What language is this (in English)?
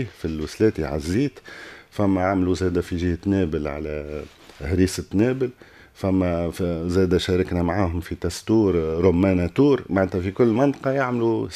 Tunisian Arabic